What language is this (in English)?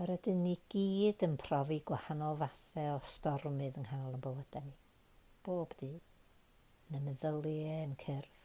Welsh